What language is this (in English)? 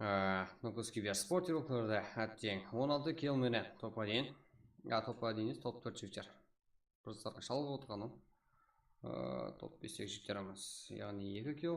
Kara-Kalpak